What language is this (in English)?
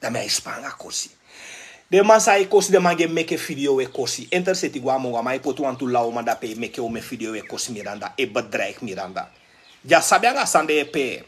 Sranan Tongo